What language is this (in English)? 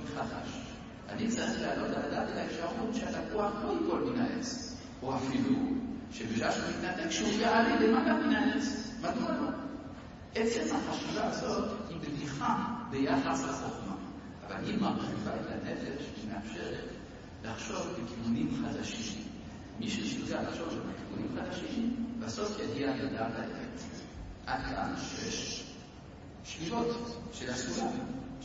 Hebrew